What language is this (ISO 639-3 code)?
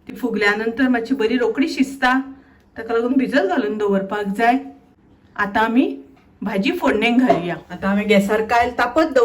kok